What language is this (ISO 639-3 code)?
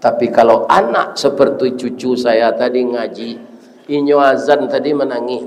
min